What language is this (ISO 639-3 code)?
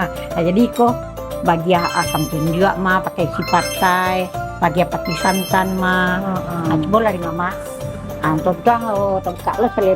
min